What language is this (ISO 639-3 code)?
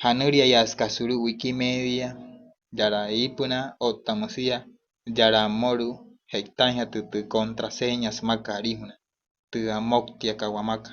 guc